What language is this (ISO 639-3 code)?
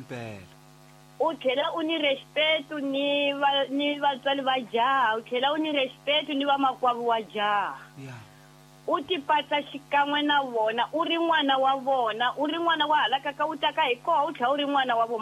tso